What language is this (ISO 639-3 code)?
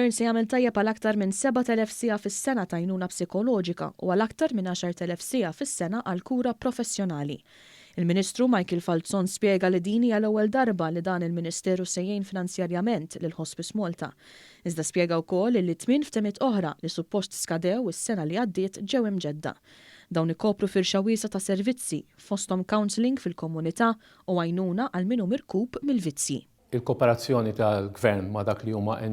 mlt